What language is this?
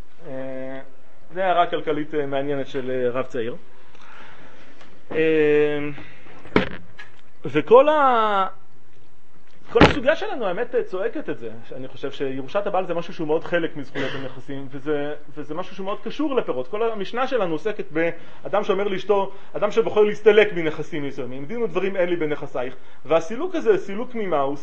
Hebrew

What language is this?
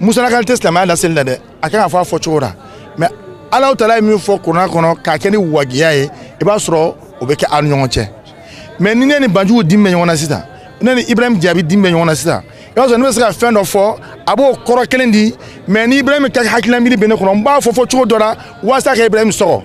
Bambara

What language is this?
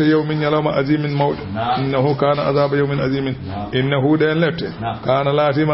Fula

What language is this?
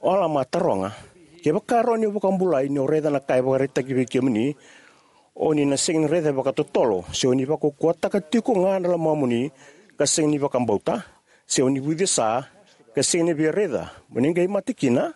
Fijian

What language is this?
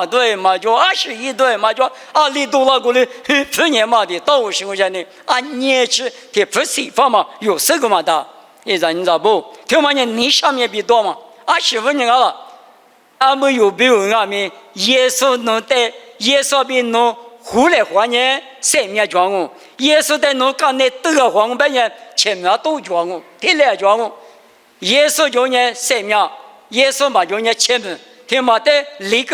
Lisu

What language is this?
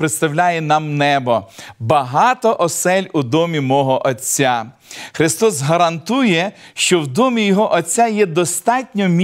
Ukrainian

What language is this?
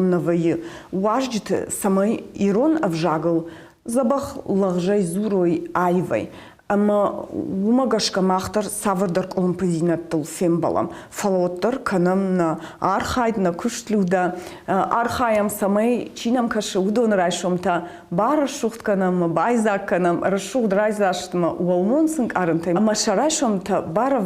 Ossetic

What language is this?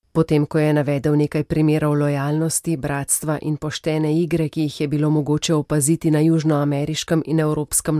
Slovenian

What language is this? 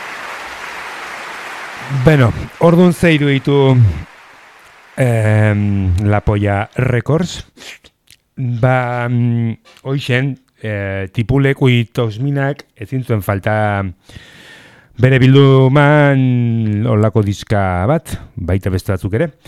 Basque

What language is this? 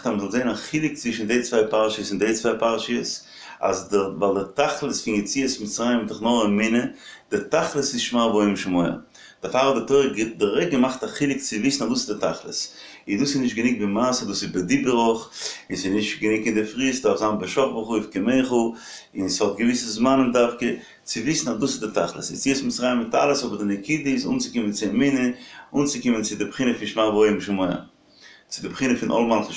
Yiddish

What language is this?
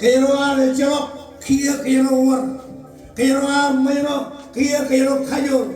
Marshallese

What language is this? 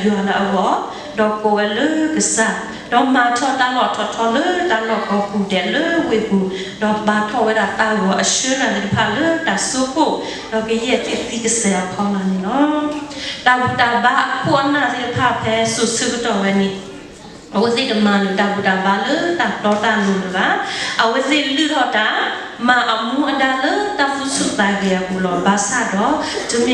S'gaw Karen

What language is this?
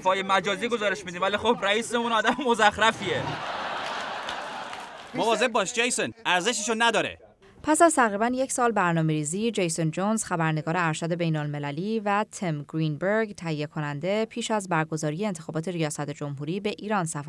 Persian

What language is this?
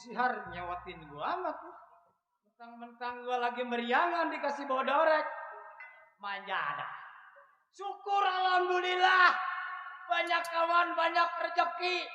Betawi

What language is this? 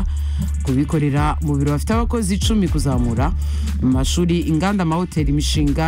Kinyarwanda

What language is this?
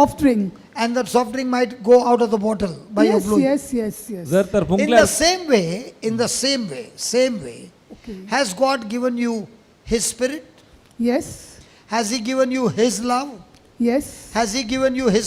Konkani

